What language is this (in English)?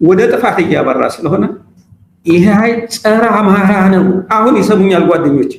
Amharic